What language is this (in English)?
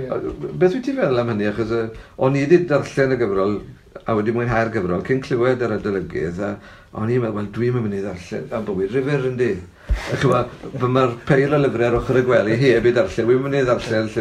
Welsh